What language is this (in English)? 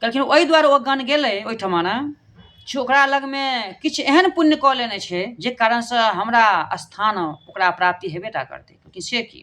Maithili